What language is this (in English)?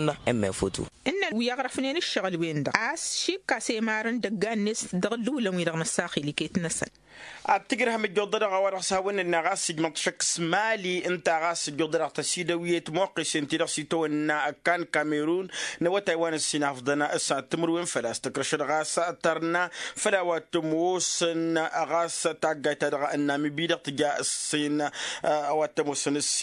Tamasheq